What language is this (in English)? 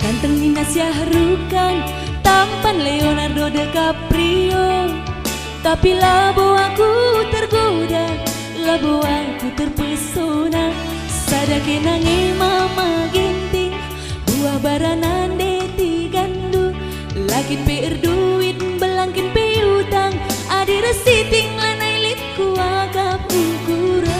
Batak Karo